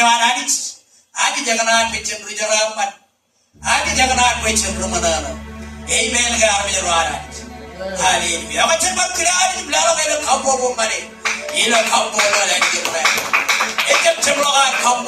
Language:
Marshallese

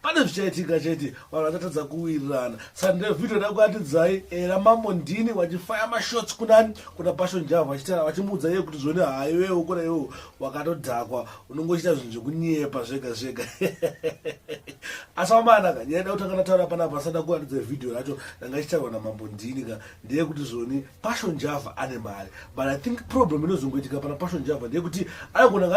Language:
Shona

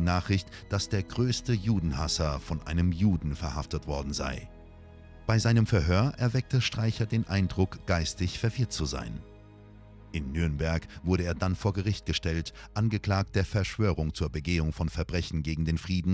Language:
German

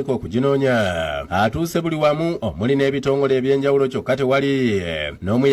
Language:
Ganda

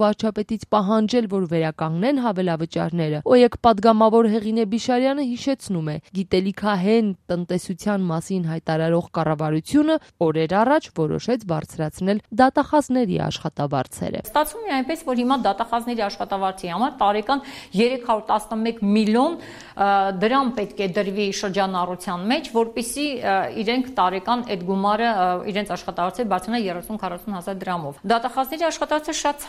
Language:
Armenian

